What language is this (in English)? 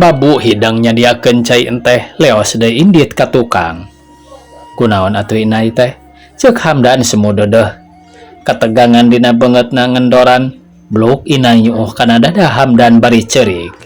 Sundanese